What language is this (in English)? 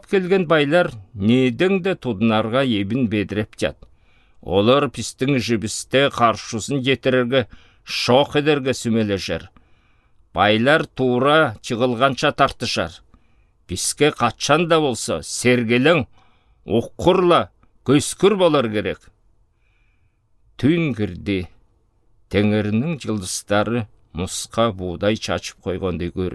Southern Altai